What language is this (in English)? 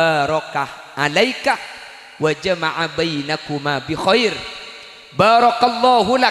Madurese